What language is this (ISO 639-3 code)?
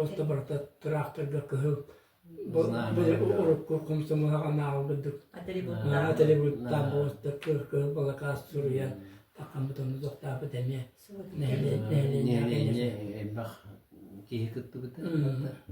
sah